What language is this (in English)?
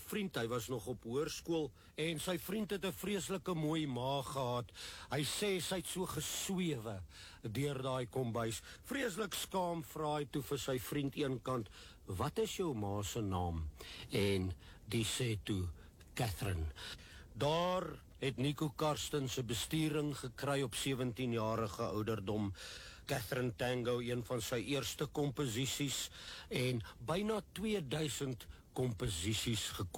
Afrikaans